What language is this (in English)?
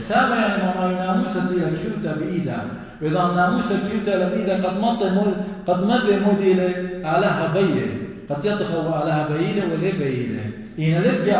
Assyrian Neo-Aramaic